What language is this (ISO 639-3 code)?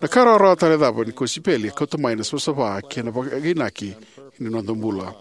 fij